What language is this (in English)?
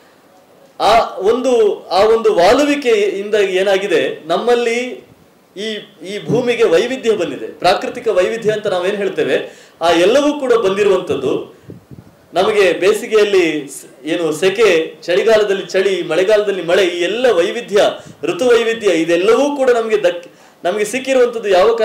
Kannada